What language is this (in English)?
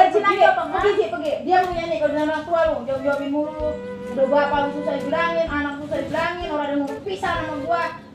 Betawi